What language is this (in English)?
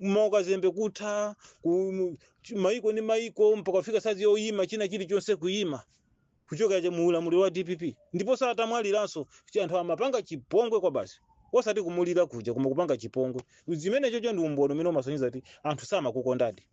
Nyanja